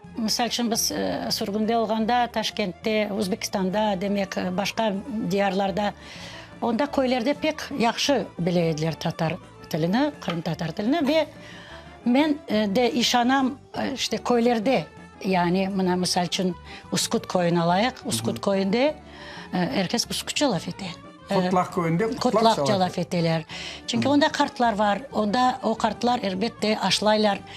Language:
Crimean Tatar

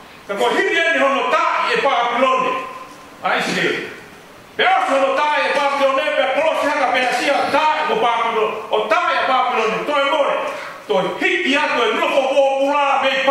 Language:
Tongan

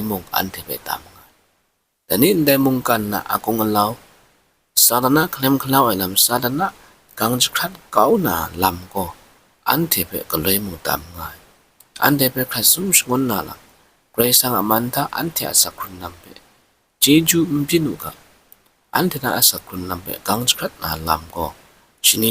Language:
Kachin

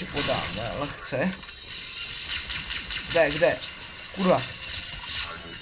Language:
Czech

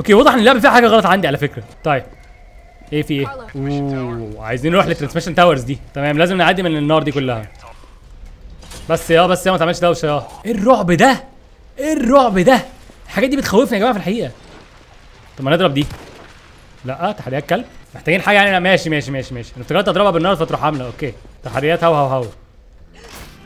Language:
Egyptian Arabic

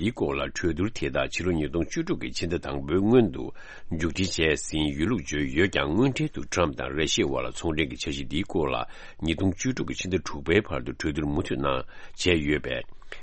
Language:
Tibetan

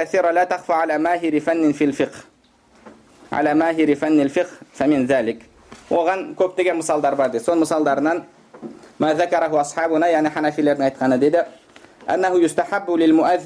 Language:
Kazakh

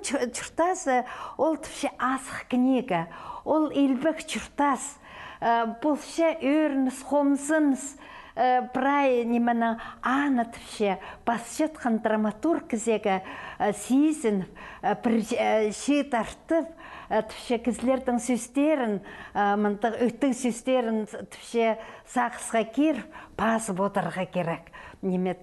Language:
Khakas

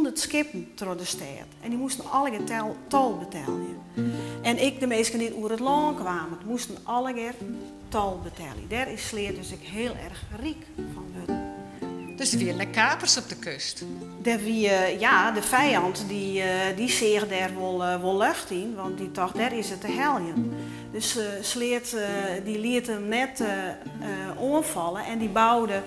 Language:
Western Frisian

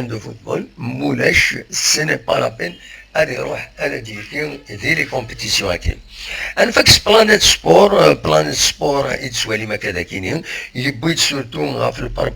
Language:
Kabyle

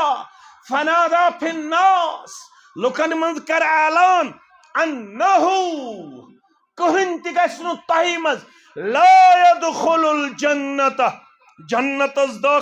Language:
Kashmiri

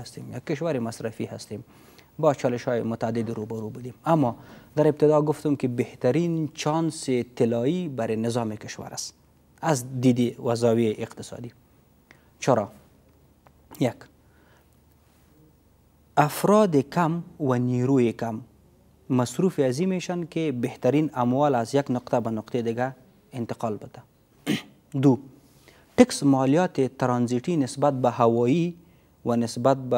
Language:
Persian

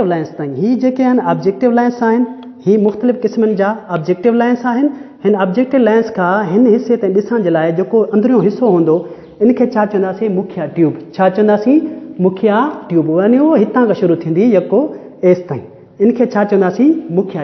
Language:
Sindhi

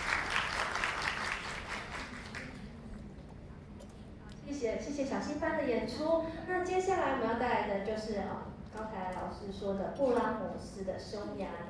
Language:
Chinese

